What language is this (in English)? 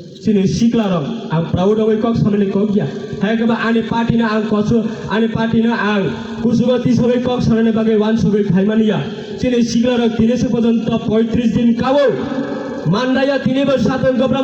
Kok Borok